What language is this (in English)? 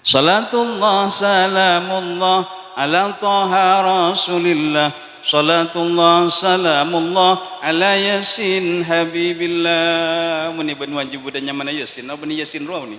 Madurese